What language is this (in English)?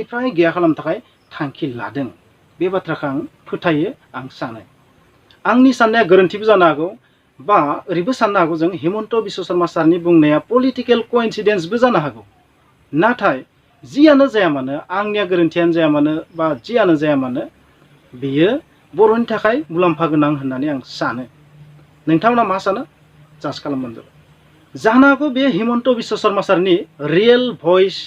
Bodo